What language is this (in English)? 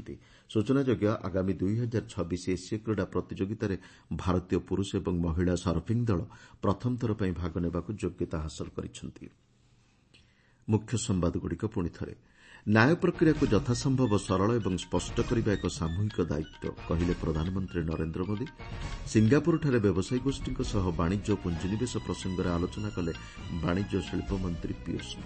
Odia